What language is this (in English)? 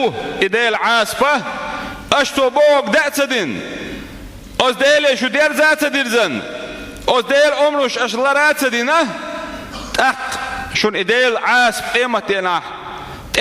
Chechen